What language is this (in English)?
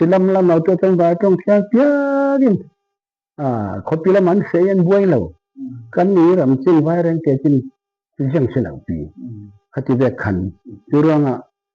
Falam Chin